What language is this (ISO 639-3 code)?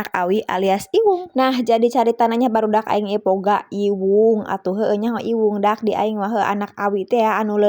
sun